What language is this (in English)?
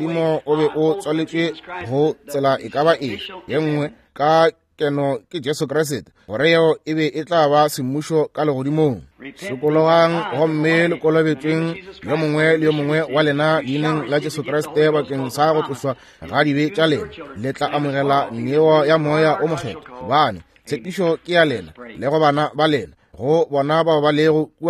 Northern Sotho